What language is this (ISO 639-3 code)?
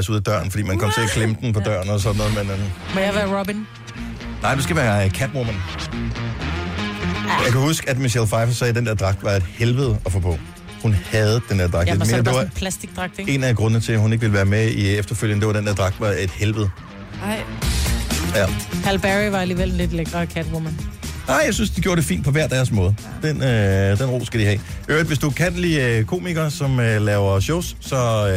dan